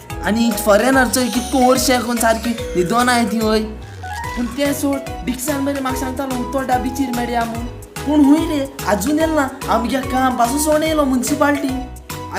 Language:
Konkani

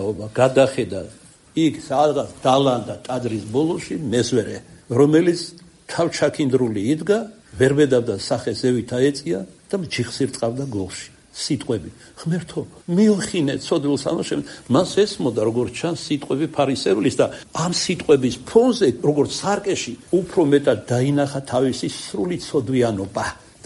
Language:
Georgian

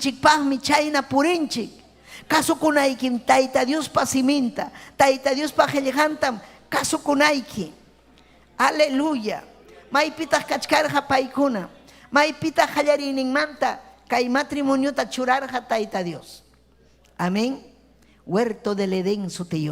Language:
Ayacucho Quechua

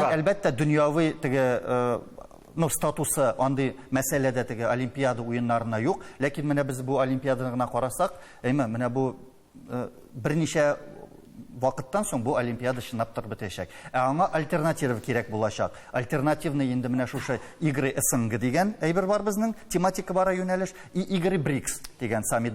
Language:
Tatar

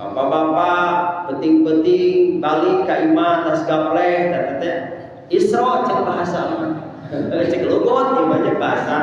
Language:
Sundanese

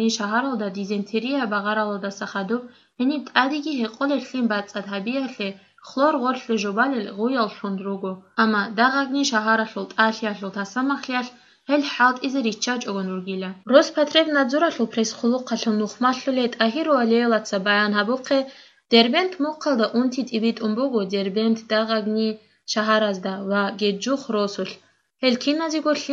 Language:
Avaric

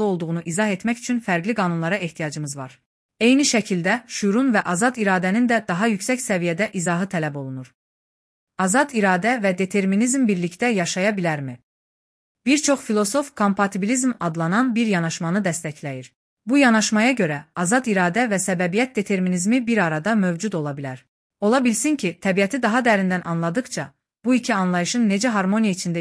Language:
Azerbaijani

